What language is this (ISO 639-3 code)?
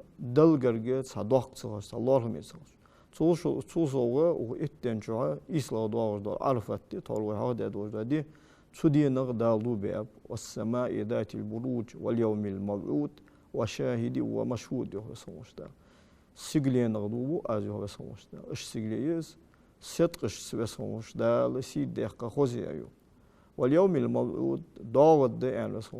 inh